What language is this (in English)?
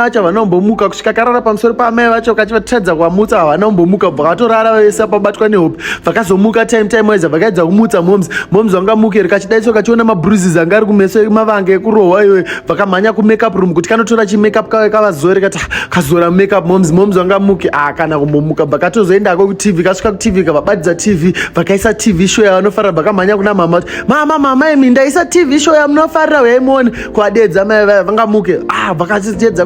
Shona